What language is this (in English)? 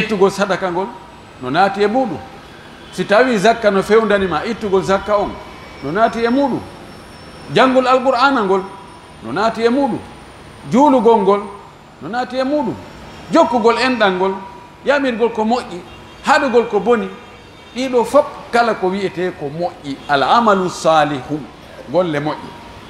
Pular